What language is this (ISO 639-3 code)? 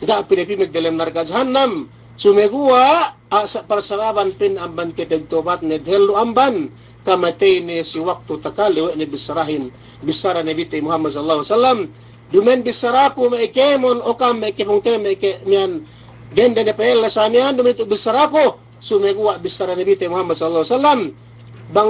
yka